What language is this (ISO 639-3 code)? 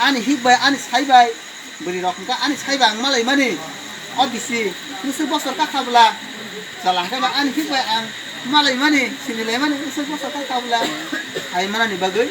trp